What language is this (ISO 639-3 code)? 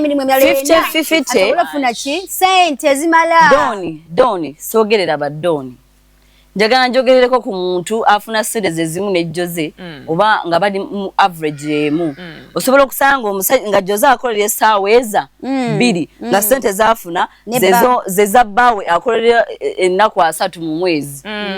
lug